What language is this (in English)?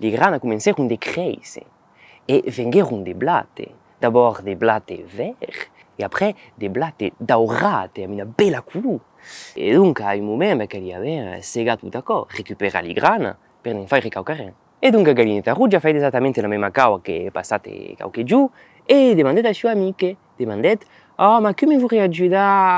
Occitan